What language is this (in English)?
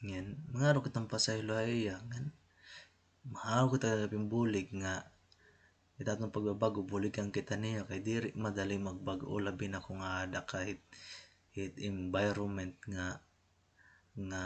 Waray